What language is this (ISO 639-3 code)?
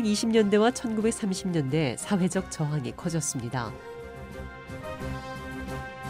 kor